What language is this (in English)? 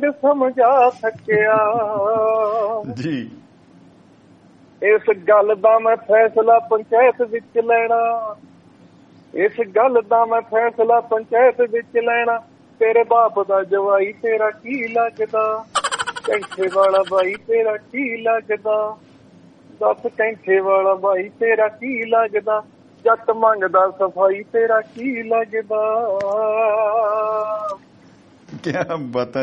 Punjabi